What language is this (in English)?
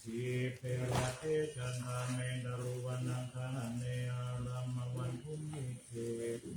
Pali